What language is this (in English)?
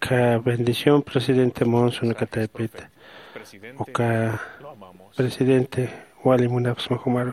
Aymara